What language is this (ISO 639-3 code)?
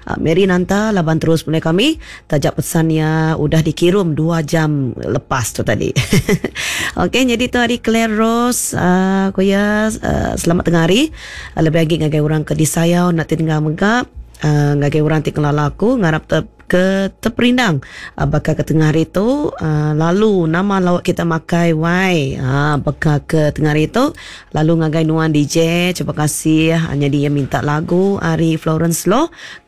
iba